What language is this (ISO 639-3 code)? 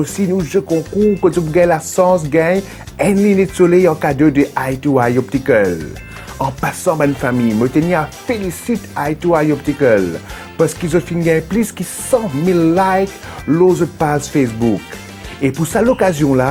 mfe